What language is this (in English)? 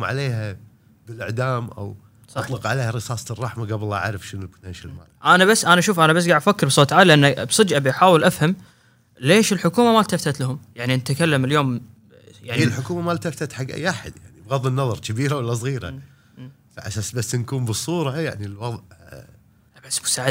Gulf Arabic